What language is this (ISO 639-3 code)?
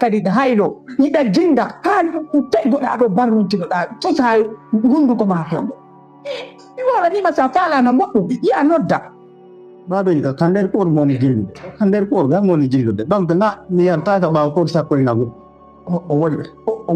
ful